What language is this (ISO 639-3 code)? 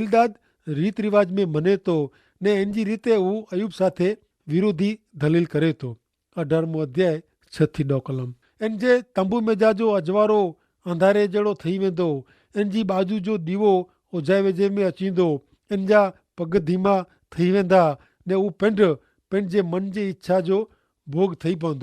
kfr